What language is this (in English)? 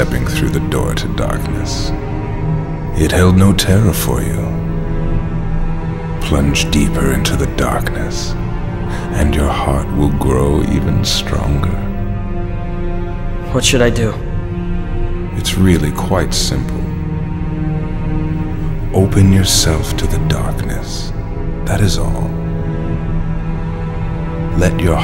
English